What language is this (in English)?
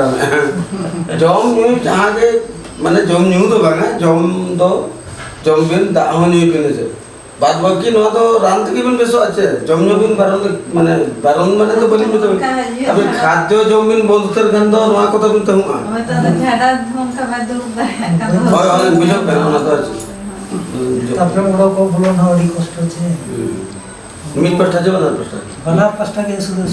Santali